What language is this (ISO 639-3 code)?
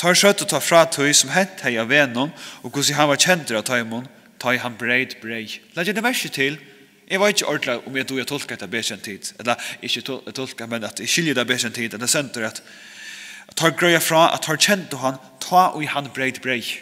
fao